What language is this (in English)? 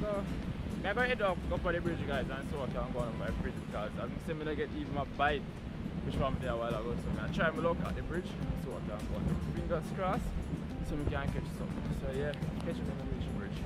Jamaican Creole English